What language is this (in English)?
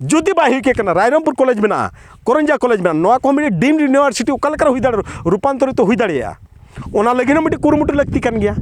Santali